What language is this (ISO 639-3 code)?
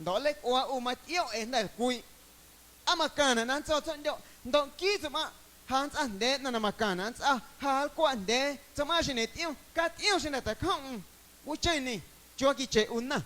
amu